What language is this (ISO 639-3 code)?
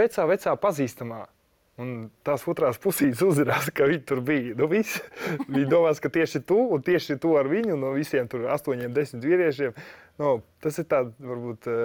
lav